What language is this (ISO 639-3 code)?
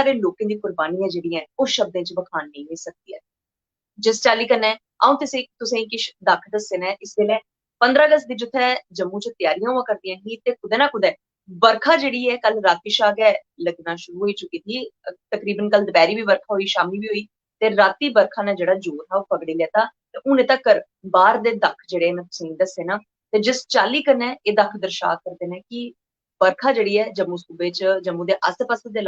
doi